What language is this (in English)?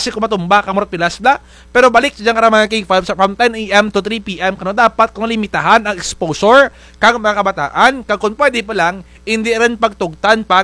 Kinaray-a